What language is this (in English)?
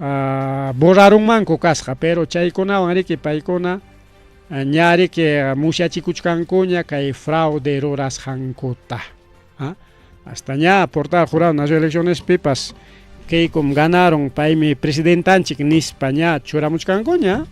Ayacucho Quechua